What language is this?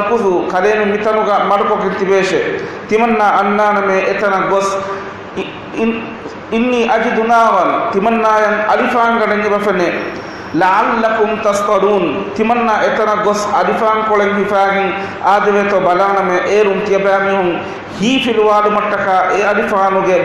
Divehi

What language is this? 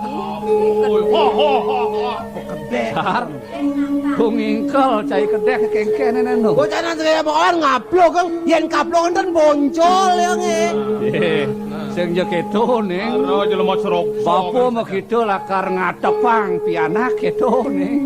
Balinese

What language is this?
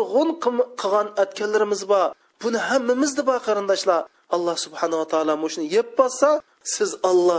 Uyghur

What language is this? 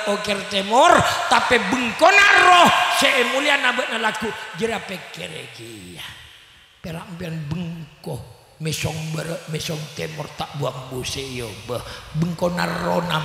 Madurese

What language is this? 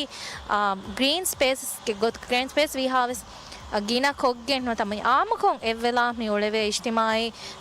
Divehi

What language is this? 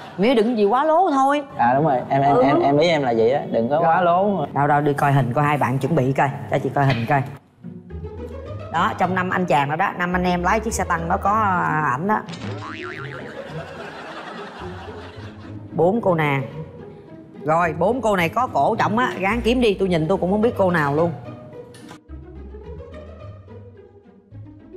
Vietnamese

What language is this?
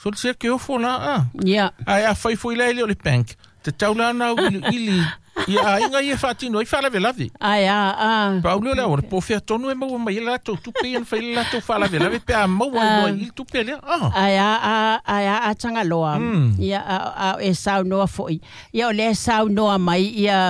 Samoan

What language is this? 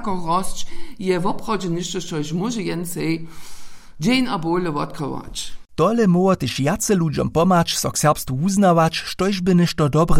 Upper Sorbian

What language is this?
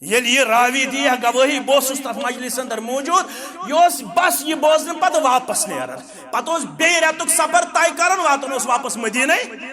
Kashmiri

